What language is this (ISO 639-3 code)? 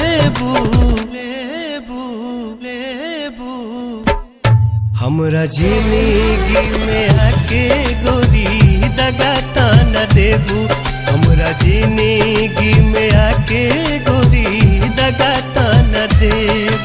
bho